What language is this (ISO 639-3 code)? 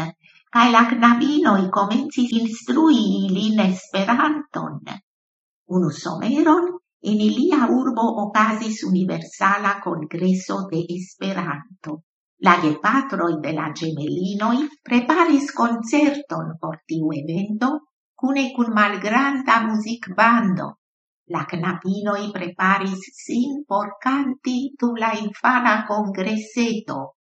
epo